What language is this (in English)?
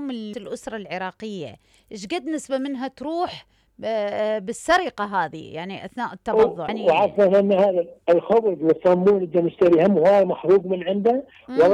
Mesopotamian Arabic